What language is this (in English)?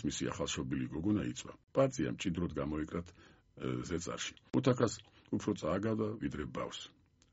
Georgian